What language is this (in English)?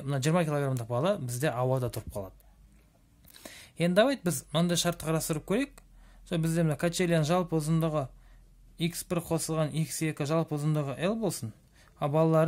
Kazakh